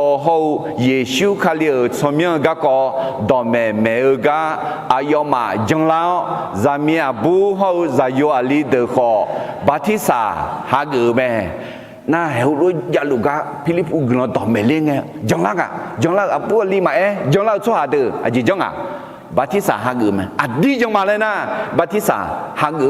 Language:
Akha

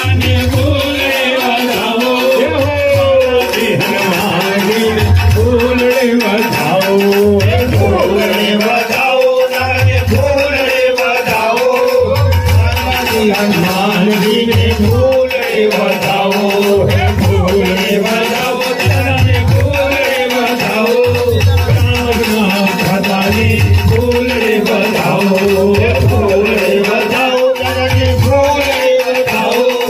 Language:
Gujarati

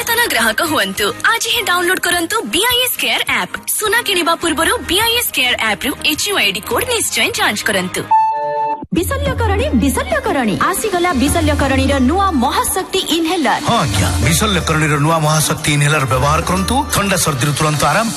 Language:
Odia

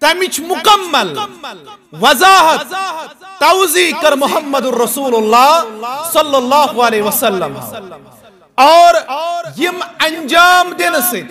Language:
Kashmiri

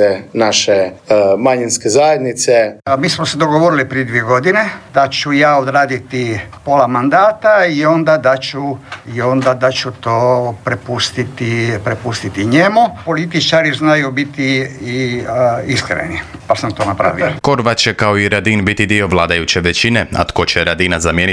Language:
Croatian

